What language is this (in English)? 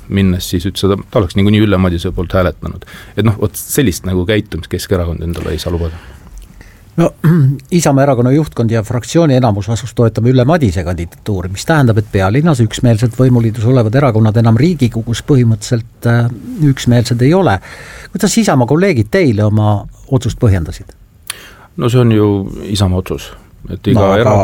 Estonian